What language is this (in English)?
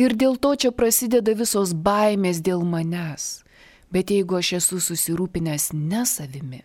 Lithuanian